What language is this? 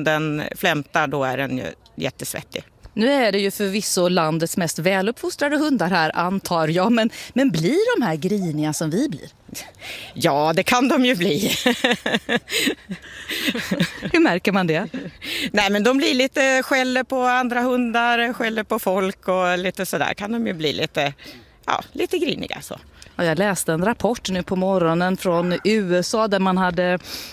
Swedish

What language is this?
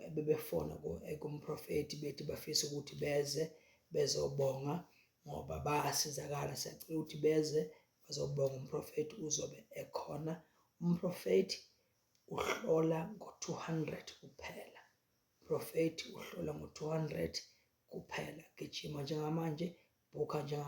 Zulu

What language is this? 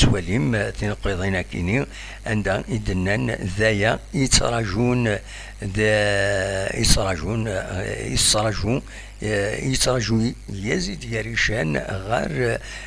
Kabyle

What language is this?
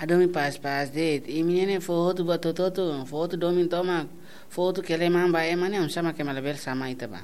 Tetum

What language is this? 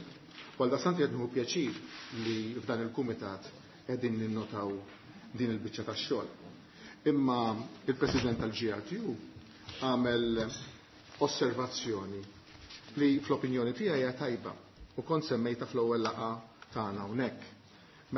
Maltese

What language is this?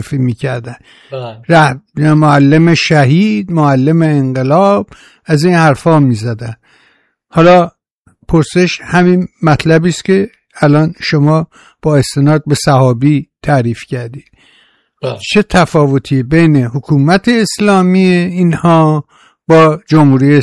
Persian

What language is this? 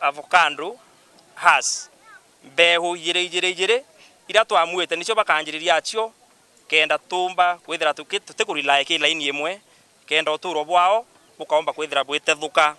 Meru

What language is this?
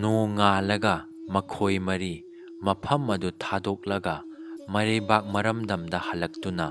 Manipuri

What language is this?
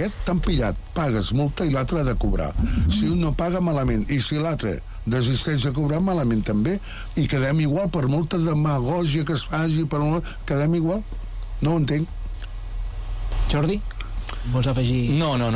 Catalan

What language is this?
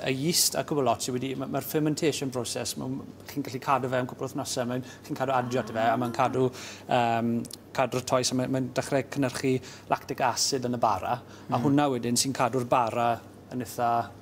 Welsh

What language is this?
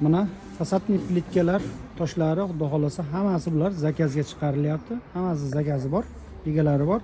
Uzbek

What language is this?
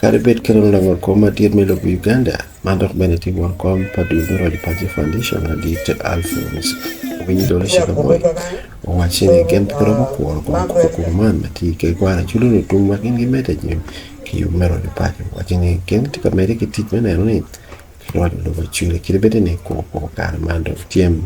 Acoli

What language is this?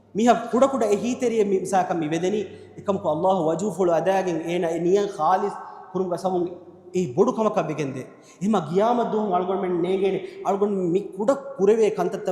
Divehi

